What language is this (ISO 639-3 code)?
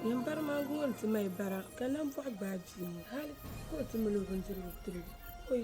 dag